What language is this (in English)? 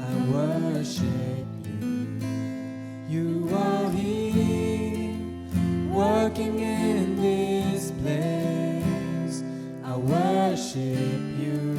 Morisyen